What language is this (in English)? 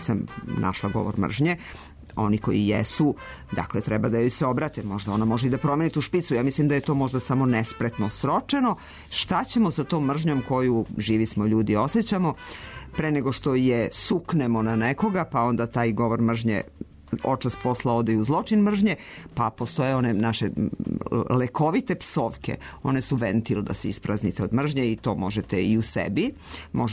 Serbian